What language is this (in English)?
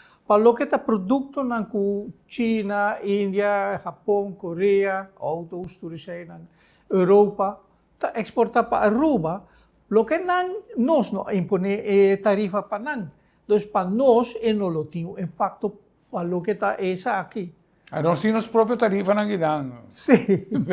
Papiamento